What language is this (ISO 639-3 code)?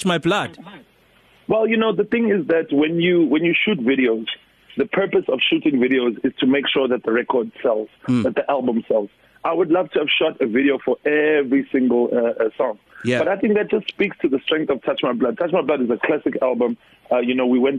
eng